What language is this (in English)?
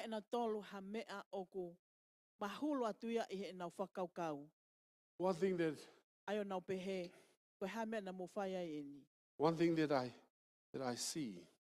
Tongan